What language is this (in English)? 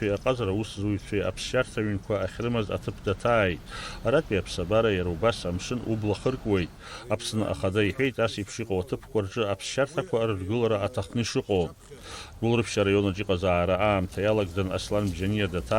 Abkhazian